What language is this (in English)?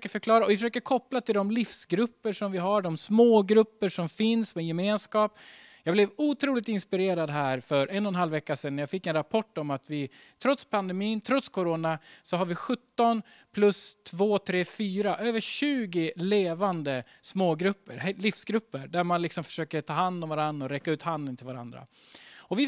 Swedish